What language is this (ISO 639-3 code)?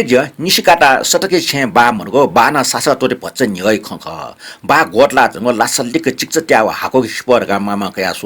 new